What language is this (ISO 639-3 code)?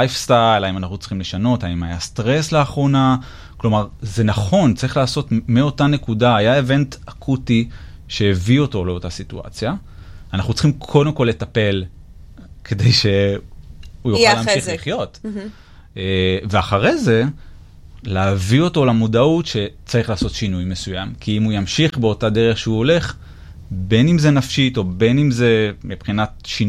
heb